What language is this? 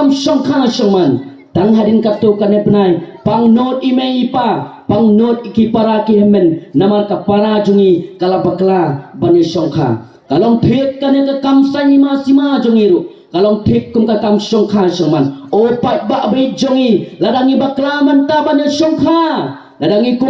Khasi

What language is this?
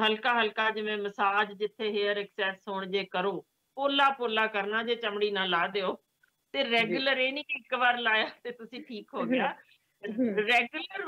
Punjabi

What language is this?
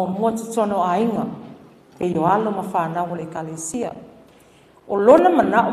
Samoan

